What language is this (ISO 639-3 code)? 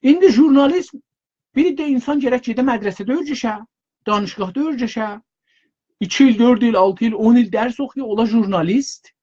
azb